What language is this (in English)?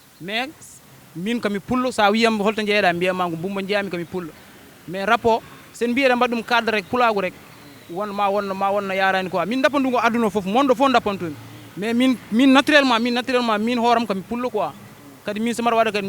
Fula